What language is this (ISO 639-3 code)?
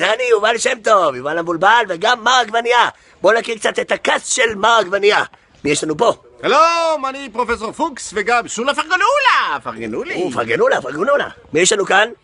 heb